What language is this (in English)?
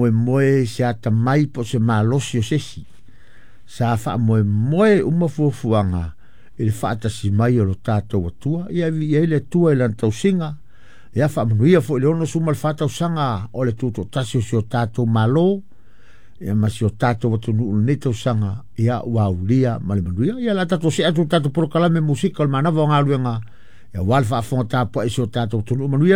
Samoan